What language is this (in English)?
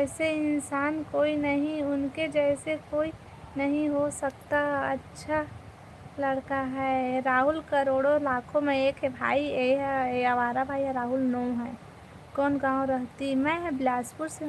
Chhattisgarhi